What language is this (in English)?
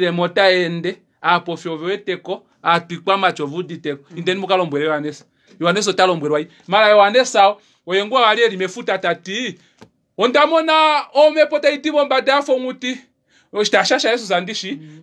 Kuanyama